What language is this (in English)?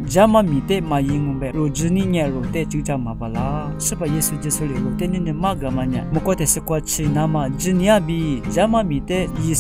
Lisu